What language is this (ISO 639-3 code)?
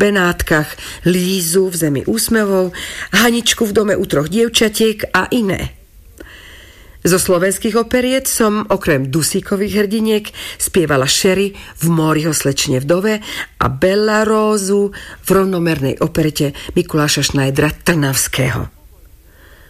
slk